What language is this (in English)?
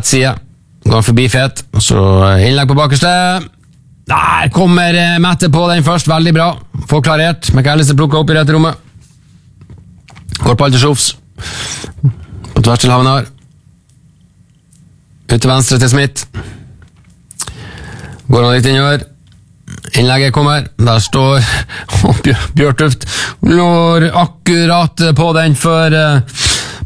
Norwegian